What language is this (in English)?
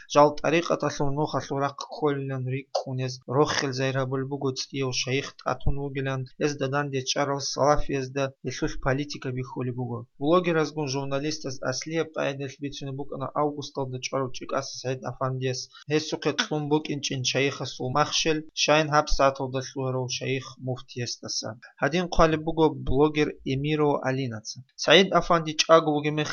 Avaric